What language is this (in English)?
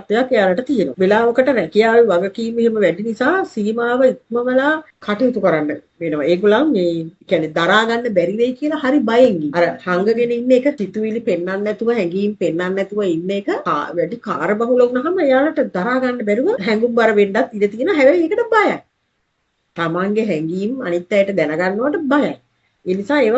Sinhala